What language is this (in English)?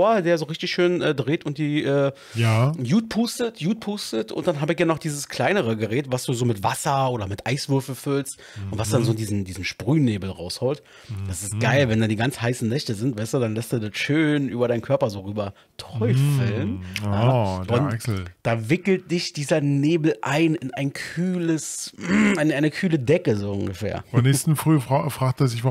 German